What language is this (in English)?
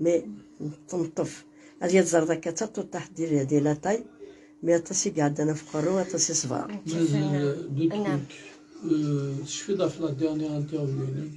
Kabyle